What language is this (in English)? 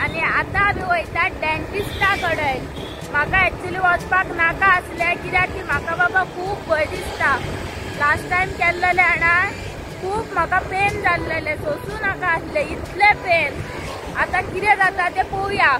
Konkani